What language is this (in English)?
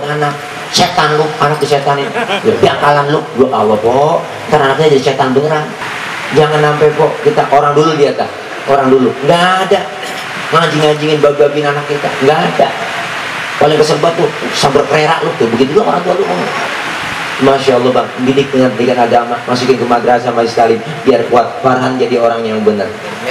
Betawi